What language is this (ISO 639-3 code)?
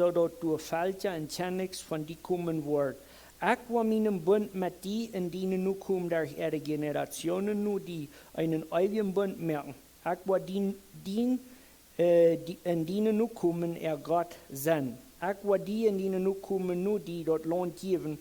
pdt